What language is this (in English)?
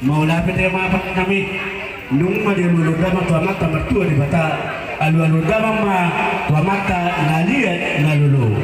Batak Toba